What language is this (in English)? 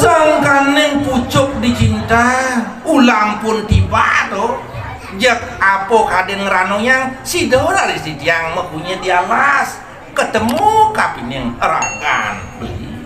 Balinese